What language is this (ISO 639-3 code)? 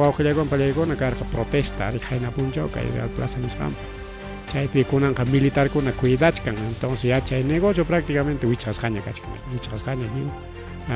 quy